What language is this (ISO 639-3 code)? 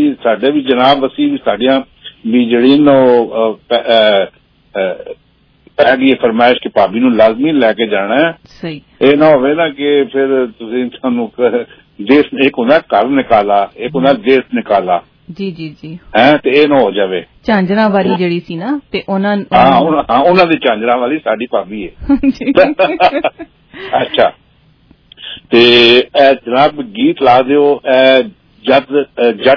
pan